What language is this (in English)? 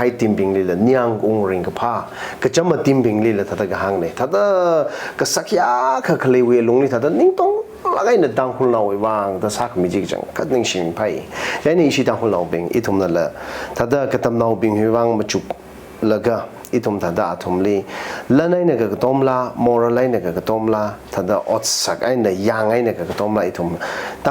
Tangkhul Naga (India)